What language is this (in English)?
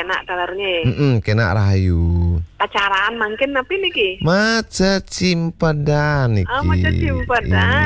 Balinese